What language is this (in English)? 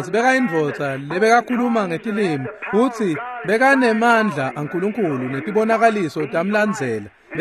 Swati